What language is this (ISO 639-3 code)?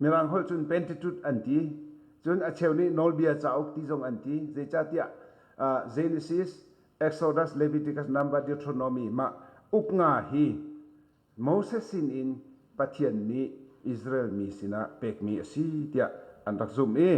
cnh